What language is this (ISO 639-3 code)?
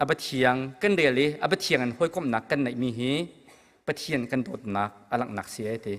cnh